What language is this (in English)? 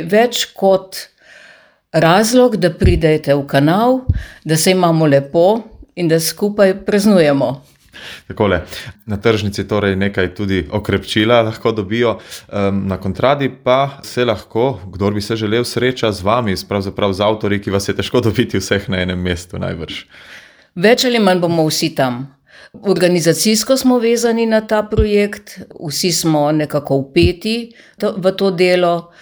Slovenian